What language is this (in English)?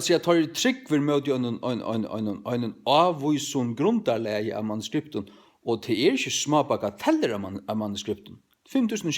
Faroese